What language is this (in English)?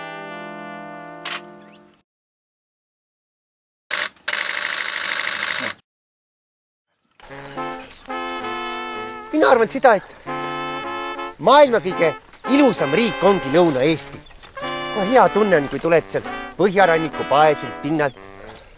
Estonian